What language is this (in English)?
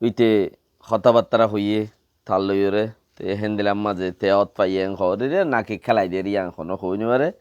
Rohingya